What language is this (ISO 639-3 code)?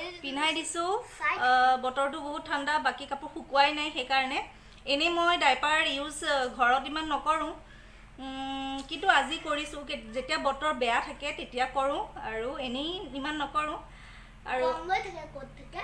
asm